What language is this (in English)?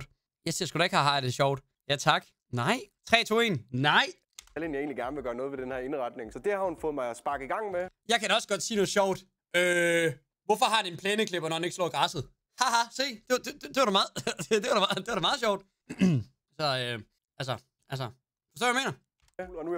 Danish